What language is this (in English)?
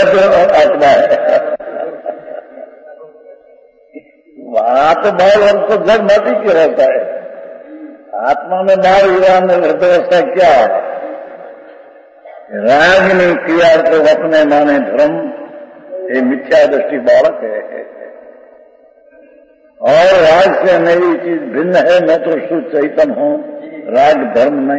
Hindi